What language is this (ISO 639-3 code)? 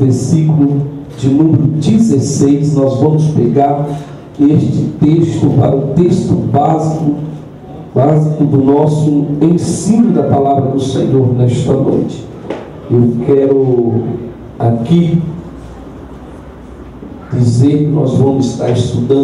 por